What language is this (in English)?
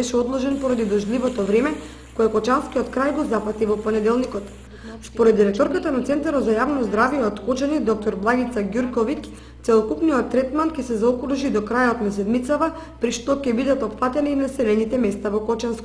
Macedonian